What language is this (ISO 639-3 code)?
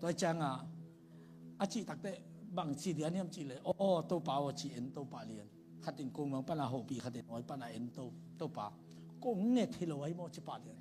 ctd